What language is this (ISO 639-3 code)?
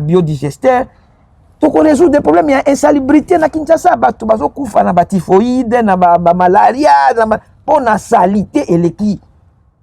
lin